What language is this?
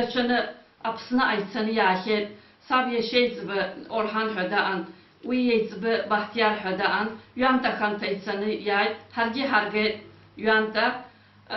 Abkhazian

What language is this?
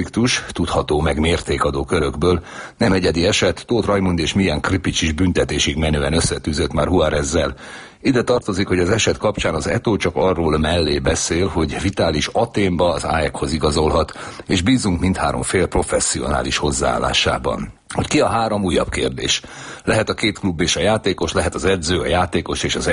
Hungarian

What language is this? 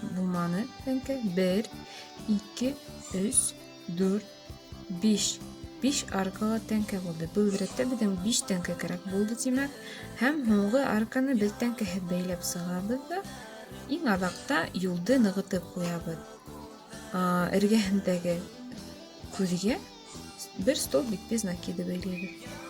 Bashkir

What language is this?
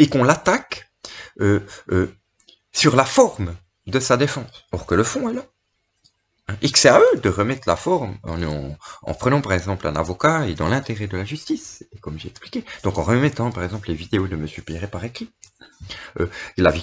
French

